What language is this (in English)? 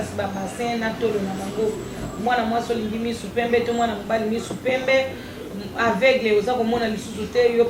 Lingala